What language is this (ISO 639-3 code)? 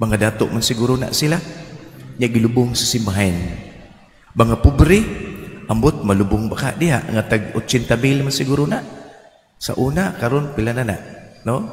ceb